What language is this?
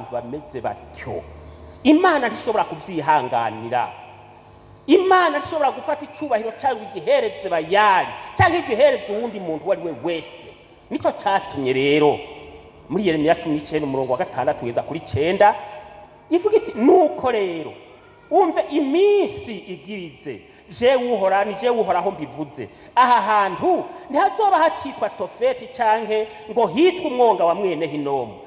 Rundi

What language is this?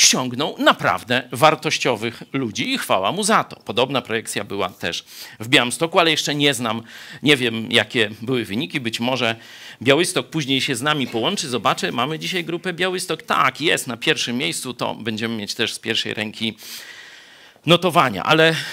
Polish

